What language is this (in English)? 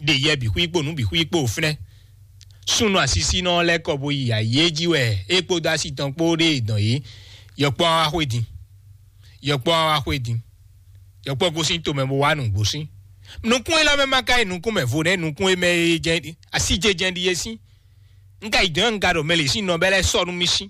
Fon